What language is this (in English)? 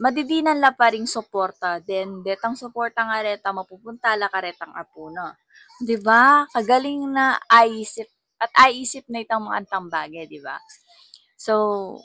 Pampanga